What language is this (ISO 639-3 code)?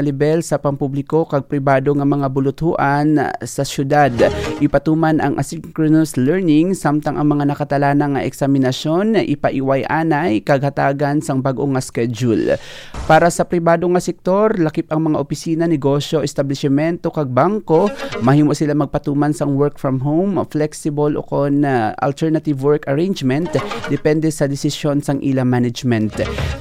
hil